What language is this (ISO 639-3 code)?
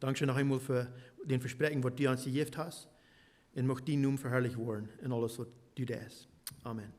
pdt